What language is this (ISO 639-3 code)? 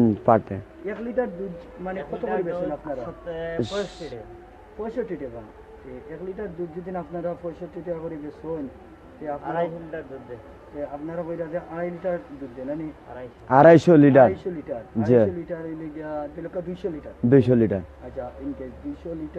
syl